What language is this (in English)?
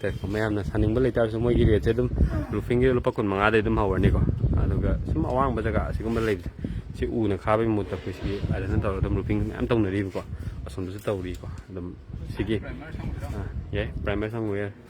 Manipuri